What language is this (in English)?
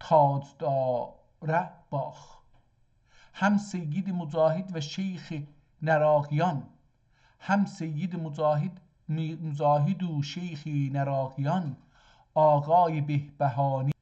South Azerbaijani